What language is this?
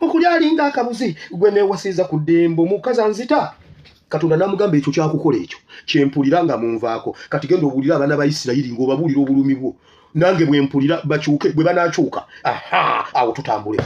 Ganda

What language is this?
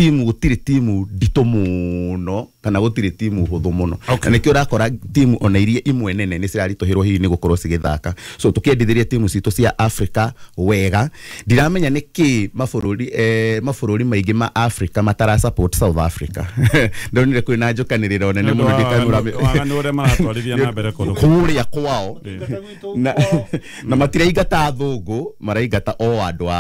Kikuyu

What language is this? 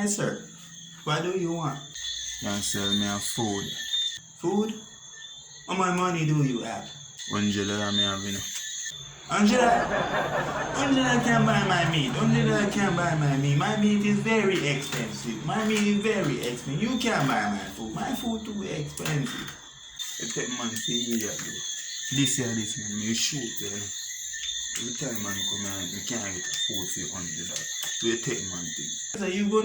Jamaican Creole English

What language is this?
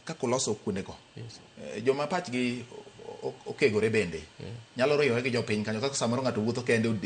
Luo (Kenya and Tanzania)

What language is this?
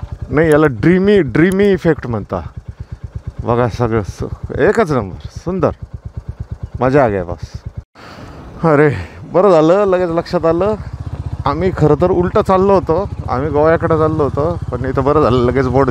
Marathi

